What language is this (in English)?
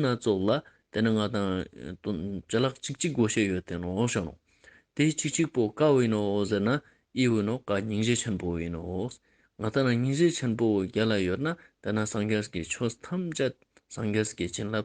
Ladakhi